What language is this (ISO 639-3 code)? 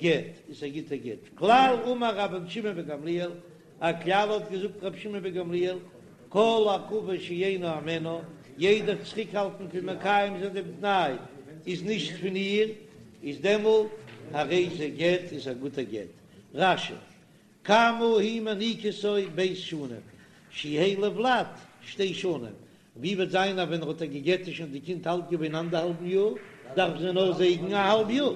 yid